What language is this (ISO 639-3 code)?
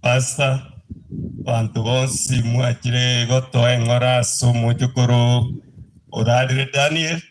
guz